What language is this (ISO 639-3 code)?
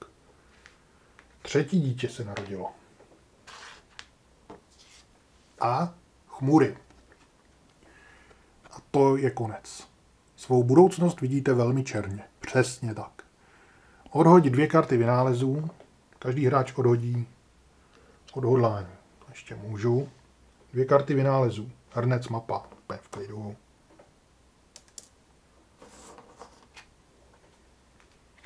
ces